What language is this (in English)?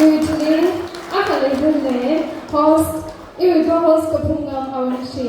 Tangkhul Naga (India)